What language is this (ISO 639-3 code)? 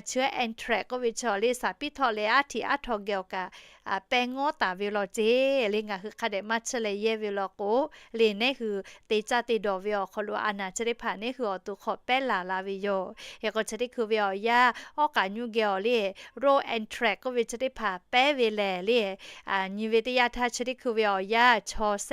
lhu